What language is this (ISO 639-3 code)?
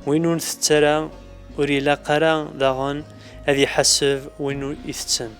kab